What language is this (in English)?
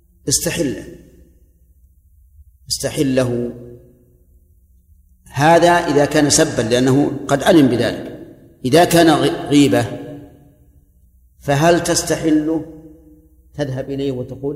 Arabic